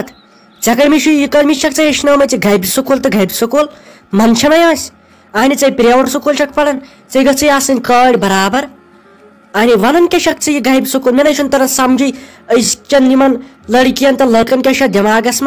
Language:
Kashmiri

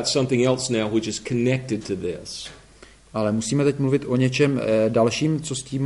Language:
Czech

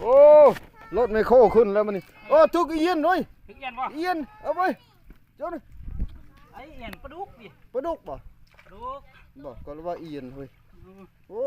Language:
Lao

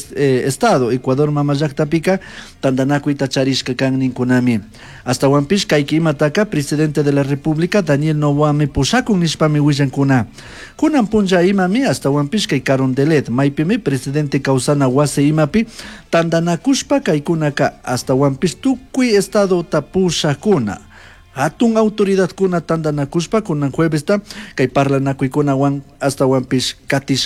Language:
Chimborazo Highland Quichua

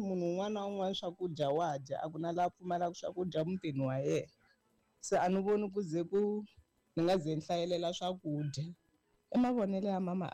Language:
Tsonga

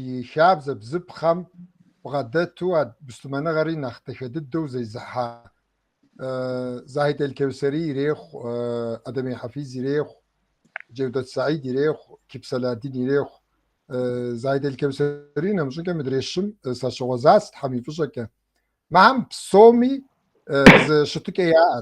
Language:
Kabardian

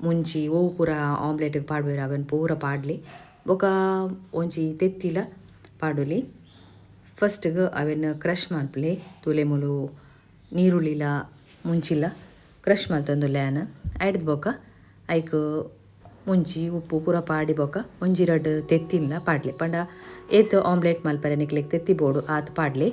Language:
Tulu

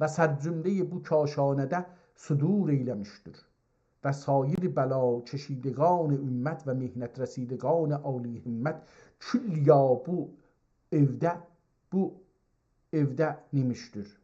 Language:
South Azerbaijani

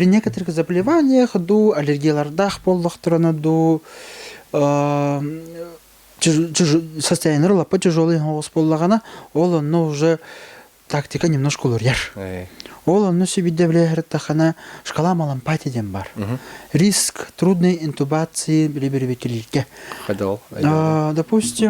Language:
Yakut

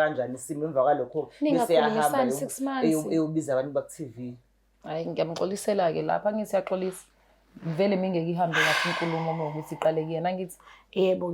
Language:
Zulu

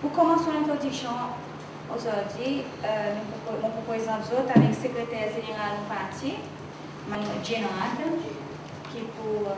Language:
Seselwa Creole French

